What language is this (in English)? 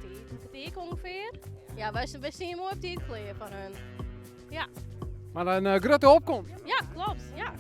Western Frisian